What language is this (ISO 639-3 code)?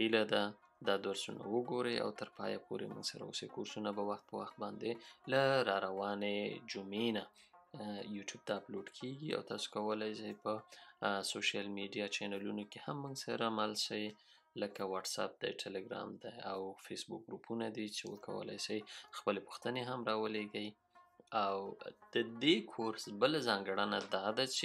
pus